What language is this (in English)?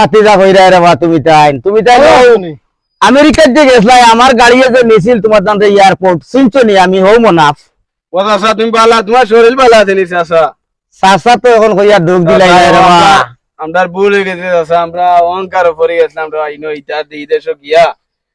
Sylheti